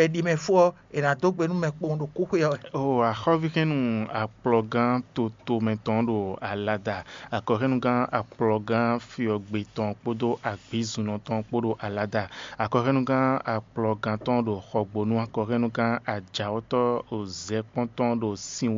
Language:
Fon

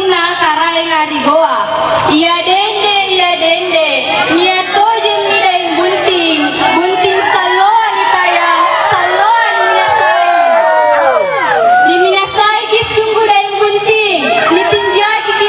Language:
Makasar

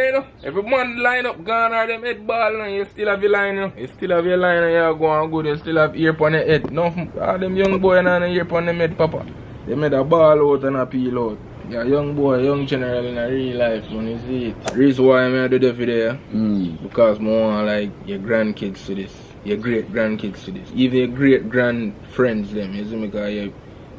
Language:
Jamaican Creole English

